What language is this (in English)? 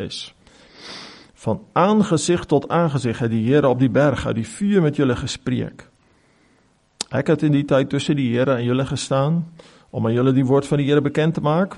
Afrikaans